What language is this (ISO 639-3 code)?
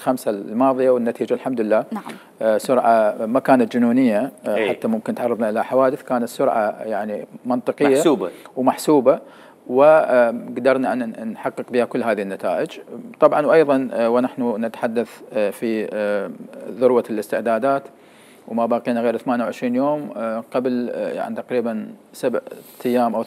acm